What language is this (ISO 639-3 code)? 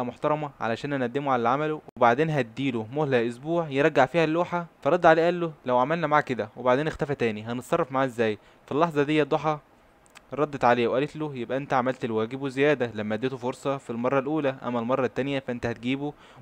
arz